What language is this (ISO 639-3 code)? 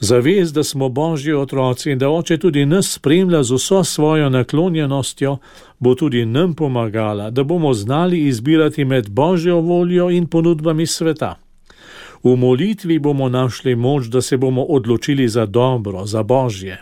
slv